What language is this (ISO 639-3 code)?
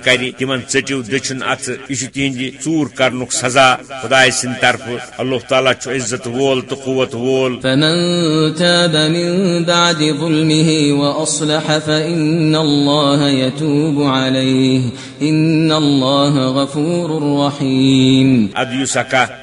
kas